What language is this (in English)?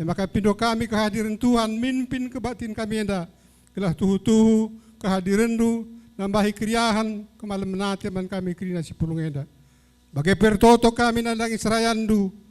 Batak Karo